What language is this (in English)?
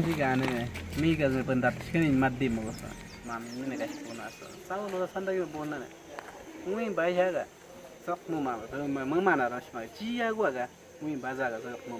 Awa-Cuaiquer